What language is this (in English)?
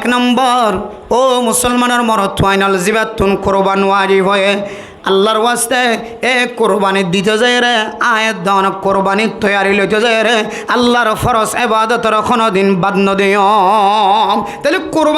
Rohingya